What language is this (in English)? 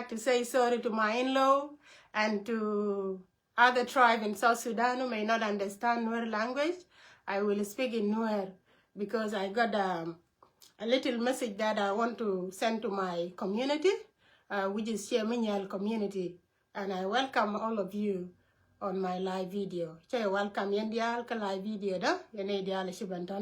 Nuer